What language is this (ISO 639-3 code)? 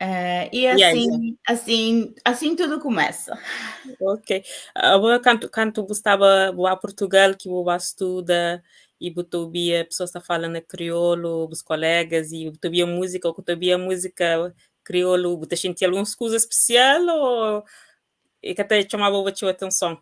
kea